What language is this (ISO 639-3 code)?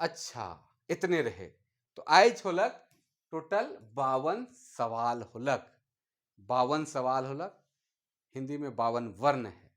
sck